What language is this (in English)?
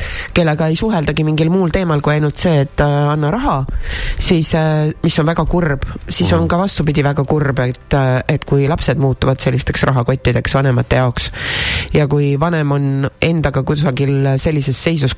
Estonian